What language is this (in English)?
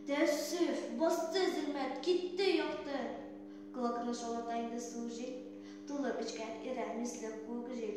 Tatar